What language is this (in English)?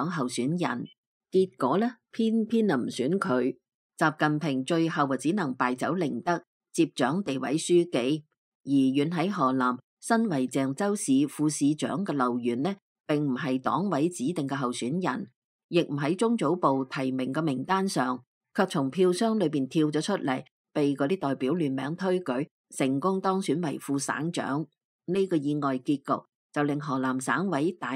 Cantonese